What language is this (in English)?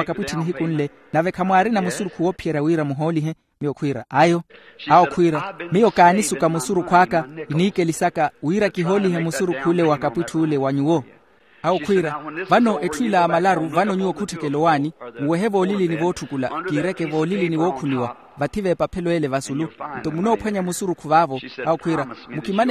Makhuwa